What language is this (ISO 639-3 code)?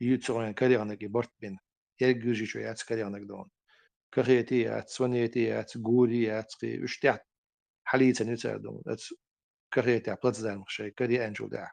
che